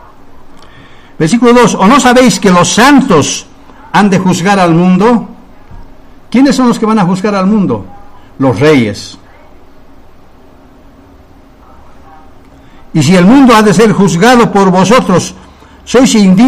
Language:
Spanish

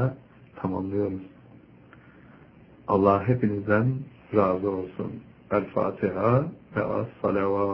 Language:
Turkish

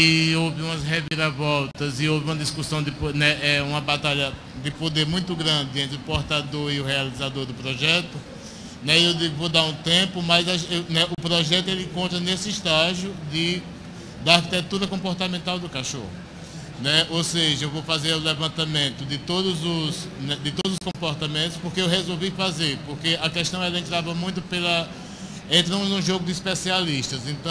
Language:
Portuguese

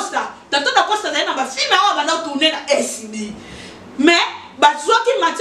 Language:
Lingala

